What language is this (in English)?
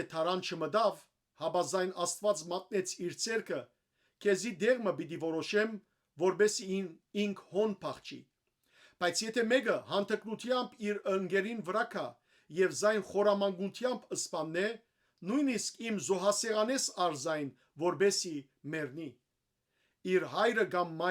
Western Armenian